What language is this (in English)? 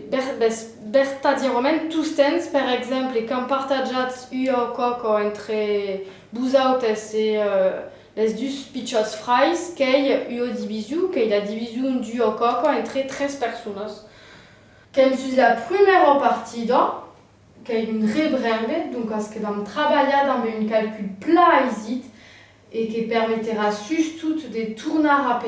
Occitan